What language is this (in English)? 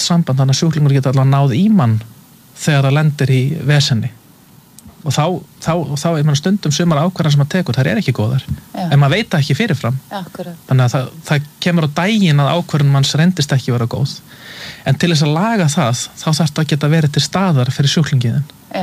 Icelandic